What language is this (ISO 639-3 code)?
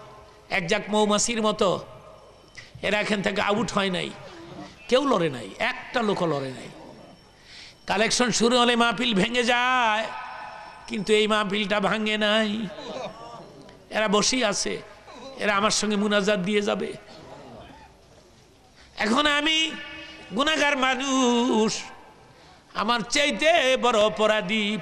ben